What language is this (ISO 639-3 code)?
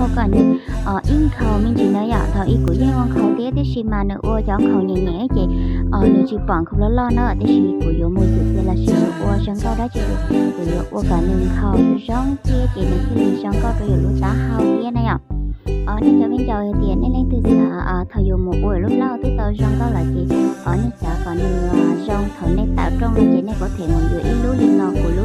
hmn